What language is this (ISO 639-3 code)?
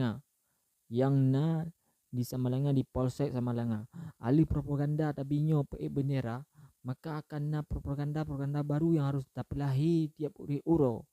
ace